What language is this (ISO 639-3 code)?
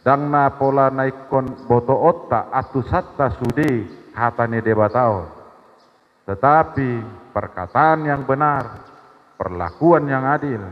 bbc